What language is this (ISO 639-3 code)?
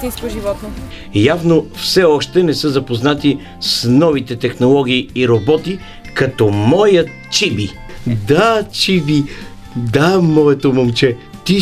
bul